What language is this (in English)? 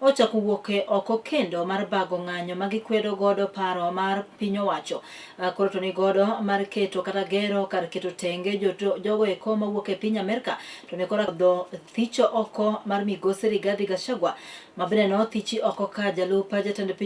Luo (Kenya and Tanzania)